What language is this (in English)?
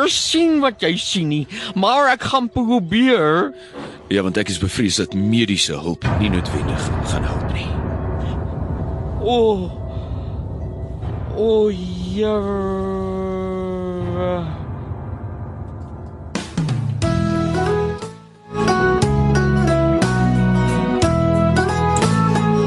Afrikaans